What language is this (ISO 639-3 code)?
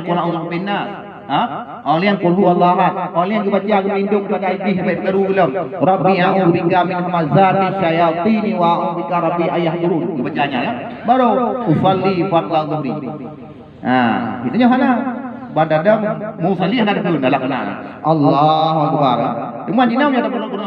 ace